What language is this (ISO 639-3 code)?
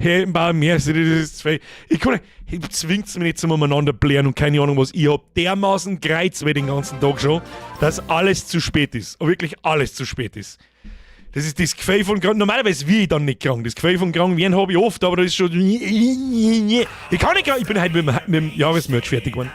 bar